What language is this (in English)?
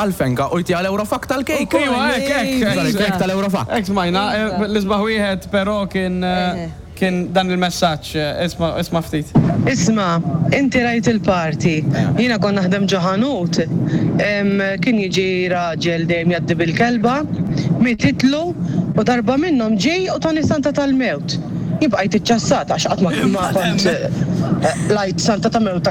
Maltese